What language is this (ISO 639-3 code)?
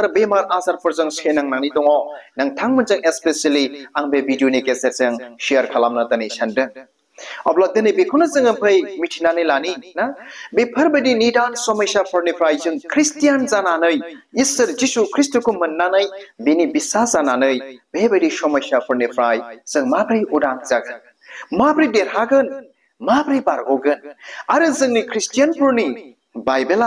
brx